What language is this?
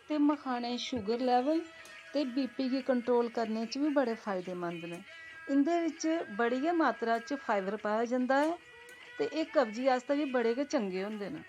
Dogri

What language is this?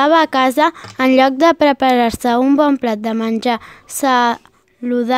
Catalan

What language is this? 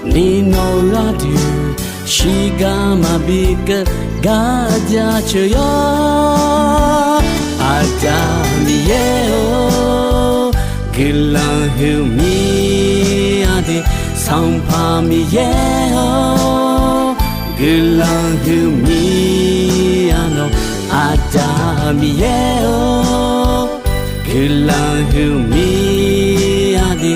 Akha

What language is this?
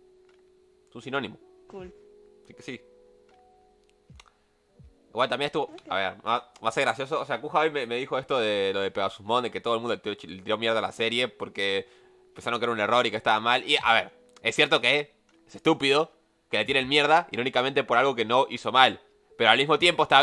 Spanish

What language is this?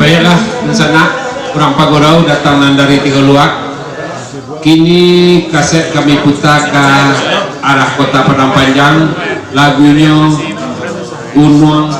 Minangkabau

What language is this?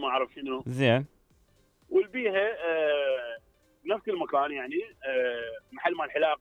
Mesopotamian Arabic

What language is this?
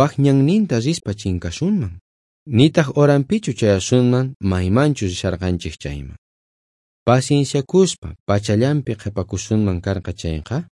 South Bolivian Quechua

